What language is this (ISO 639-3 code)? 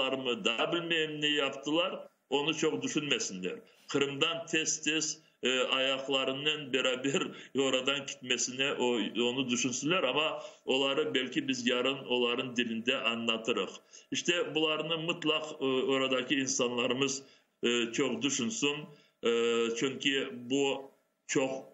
crh